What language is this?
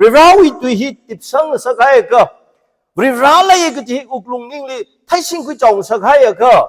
Tangkhul Naga (India)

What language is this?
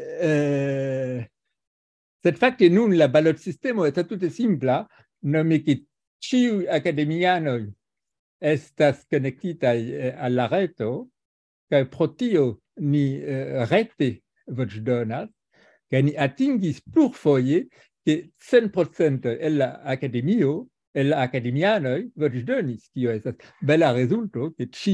Esperanto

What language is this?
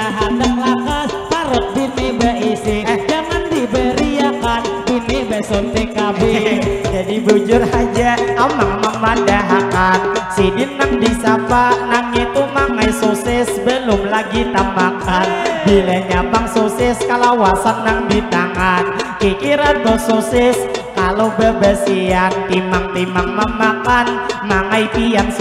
Banjar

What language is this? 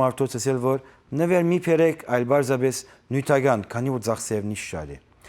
Western Armenian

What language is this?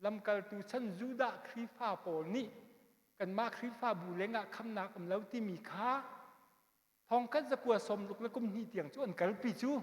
Hakha Chin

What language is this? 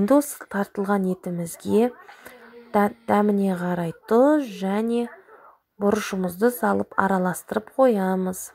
Kazakh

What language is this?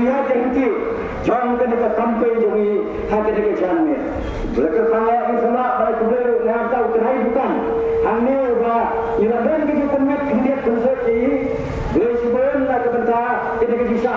Khasi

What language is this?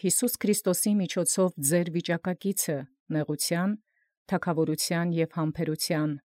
Armenian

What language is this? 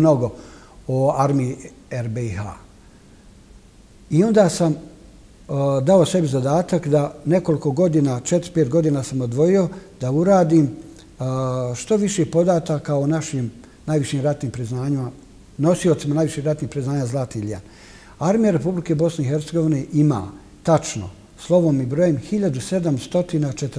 Bosnian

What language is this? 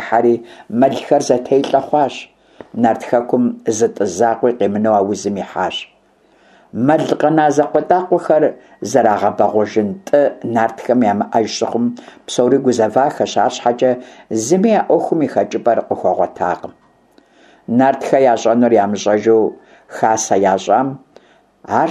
Kabardian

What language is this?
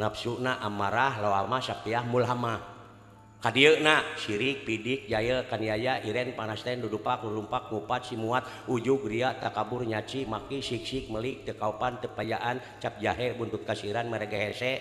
Sundanese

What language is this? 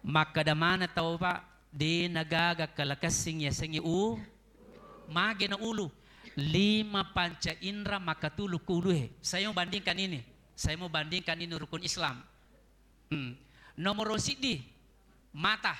Buginese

